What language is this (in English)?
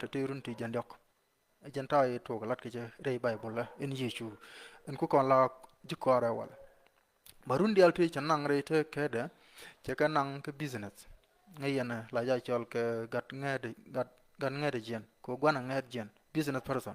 Nuer